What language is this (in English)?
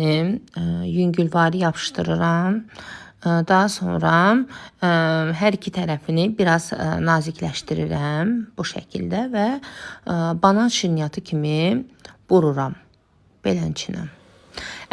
Azerbaijani